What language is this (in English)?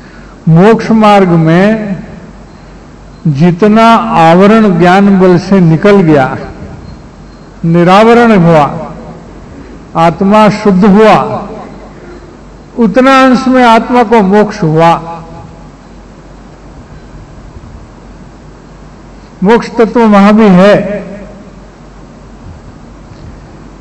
Hindi